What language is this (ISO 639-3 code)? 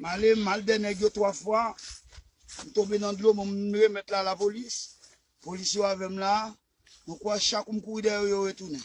hat